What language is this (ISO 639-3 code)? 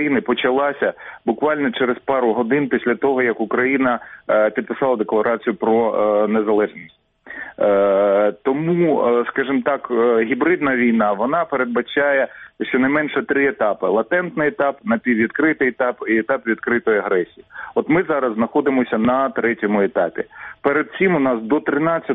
ukr